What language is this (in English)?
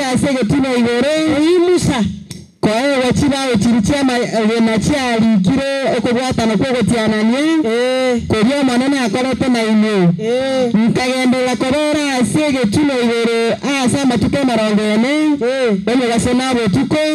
Gusii